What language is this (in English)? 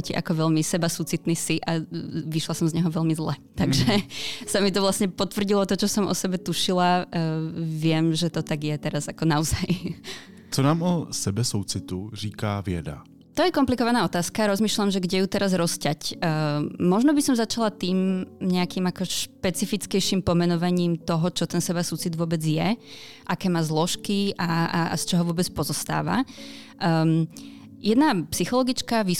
Slovak